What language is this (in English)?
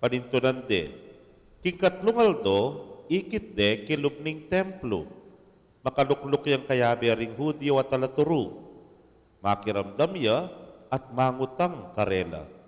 Pampanga